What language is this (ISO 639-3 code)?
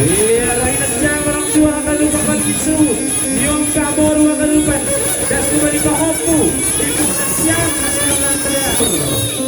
bts